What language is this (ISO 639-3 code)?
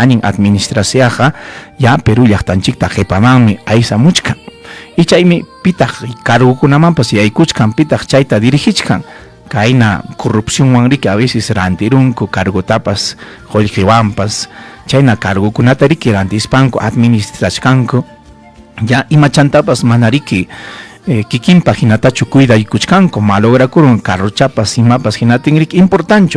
quy